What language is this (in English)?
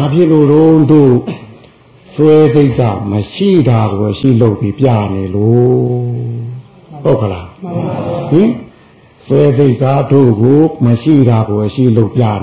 Burmese